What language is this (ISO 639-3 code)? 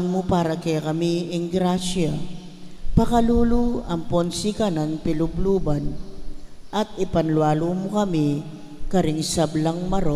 pam